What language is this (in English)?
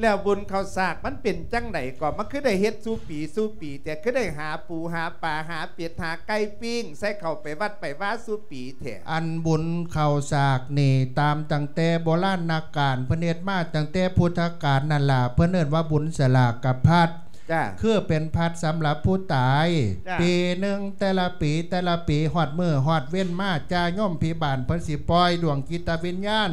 Lao